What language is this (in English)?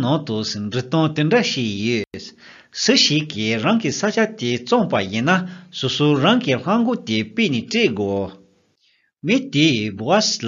Tibetan